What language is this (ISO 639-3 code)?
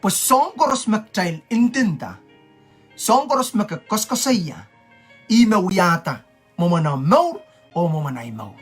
pon